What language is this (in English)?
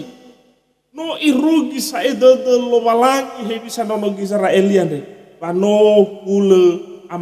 Nias